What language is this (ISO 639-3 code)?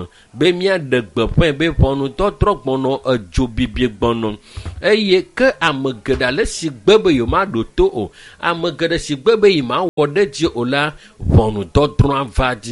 ewe